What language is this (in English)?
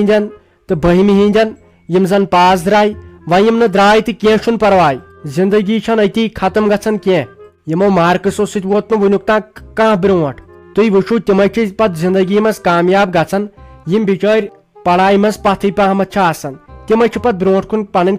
Kashmiri